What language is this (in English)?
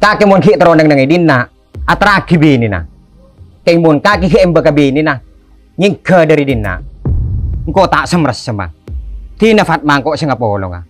Madurese